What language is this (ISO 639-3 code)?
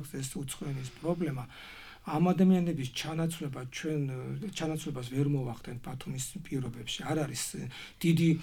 kat